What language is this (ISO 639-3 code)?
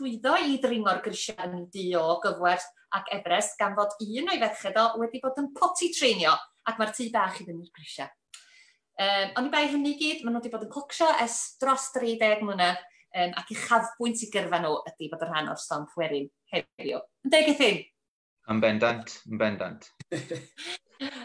cym